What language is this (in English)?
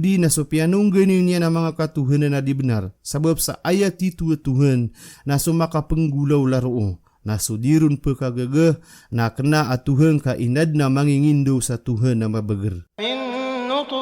Maranao